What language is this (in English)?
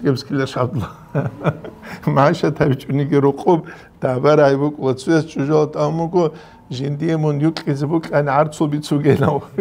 Avaric